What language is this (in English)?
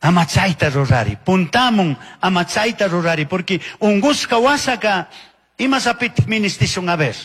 Chimborazo Highland Quichua